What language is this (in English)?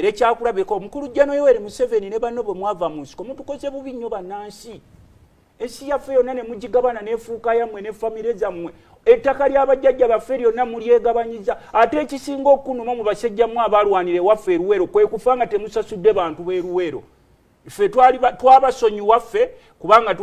Ganda